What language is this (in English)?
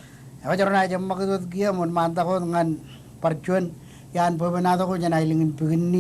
Marshallese